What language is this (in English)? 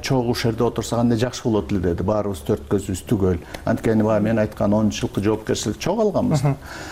Kyrgyz